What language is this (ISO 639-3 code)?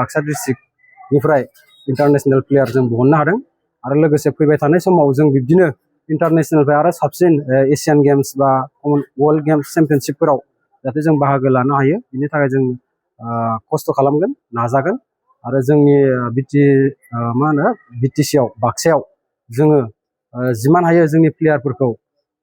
brx